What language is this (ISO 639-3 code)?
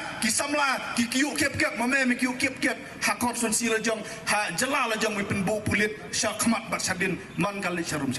kha